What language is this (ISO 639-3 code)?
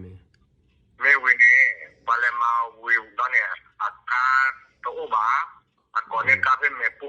ksw